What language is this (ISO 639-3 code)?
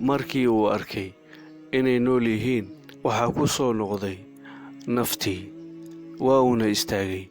som